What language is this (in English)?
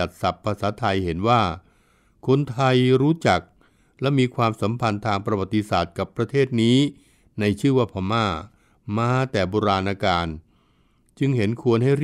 Thai